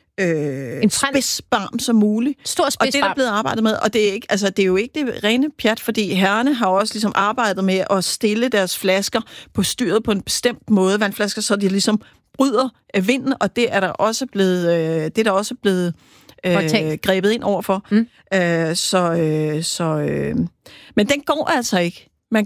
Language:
Danish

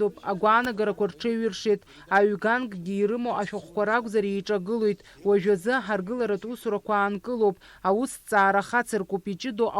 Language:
Abkhazian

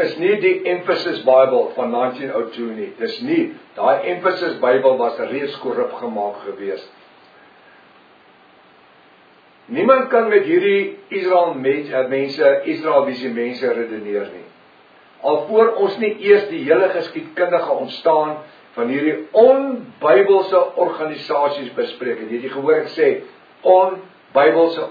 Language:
Afrikaans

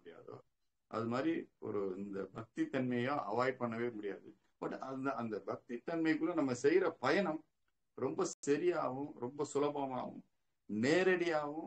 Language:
Tamil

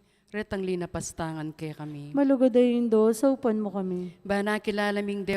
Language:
Pampanga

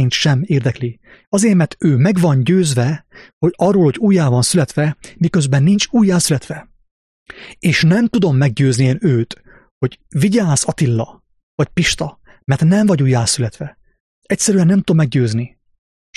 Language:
Hungarian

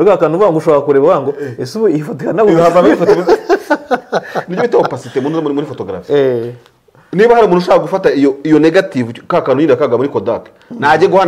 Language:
Kinyarwanda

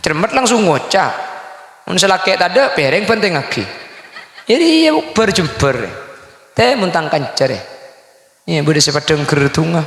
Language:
Madurese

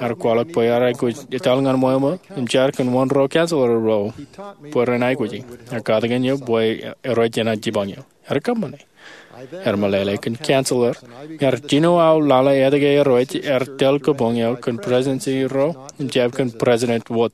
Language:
Marshallese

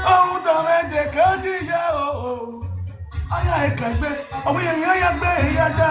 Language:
Nigerian Pidgin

